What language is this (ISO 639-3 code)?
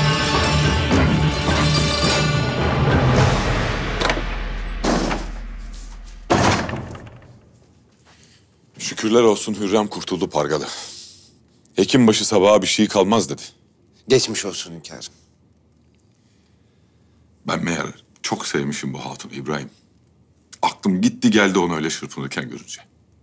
tur